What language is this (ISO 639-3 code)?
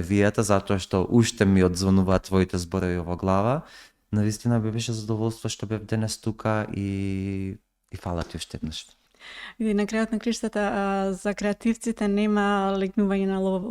mkd